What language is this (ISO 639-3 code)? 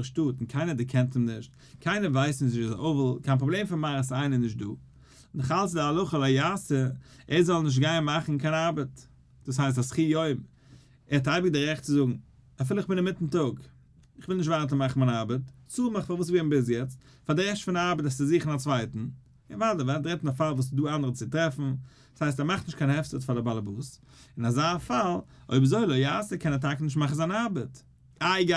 yid